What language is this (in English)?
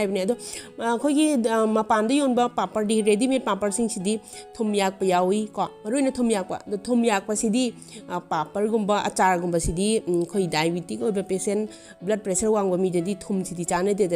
Manipuri